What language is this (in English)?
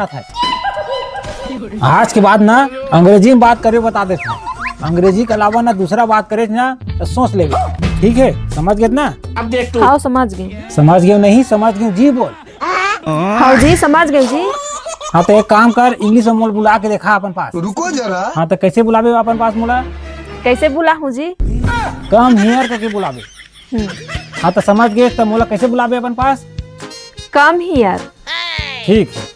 Chhattisgarhi